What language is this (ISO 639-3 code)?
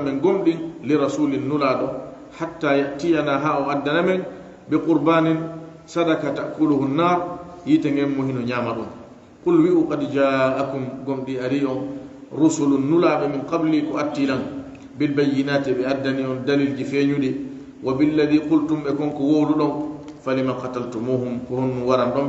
ful